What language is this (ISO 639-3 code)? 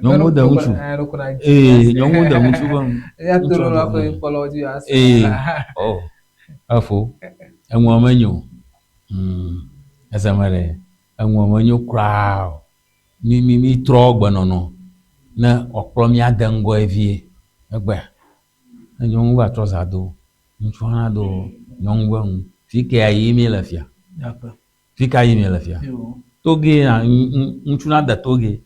ewe